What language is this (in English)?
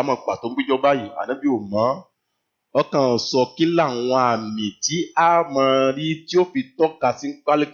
Yoruba